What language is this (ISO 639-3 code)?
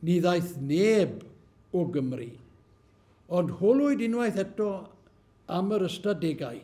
cym